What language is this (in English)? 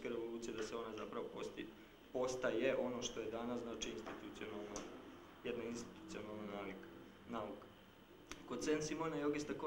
Serbian